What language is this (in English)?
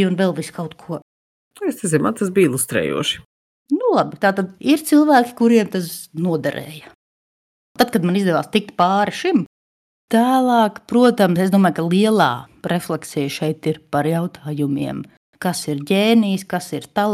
Latvian